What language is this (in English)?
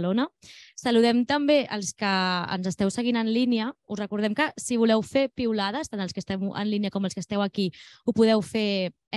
Catalan